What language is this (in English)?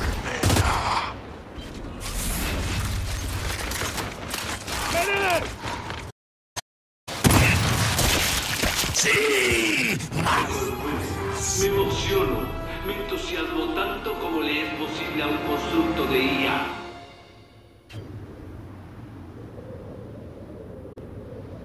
Spanish